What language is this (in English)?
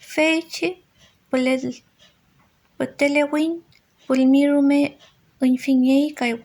Mapuche